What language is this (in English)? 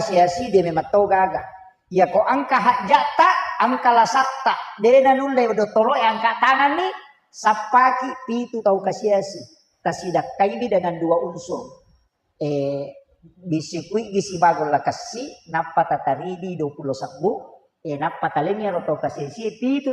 Buginese